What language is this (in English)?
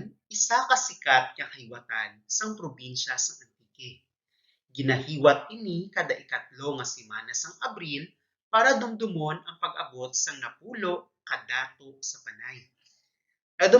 Hiligaynon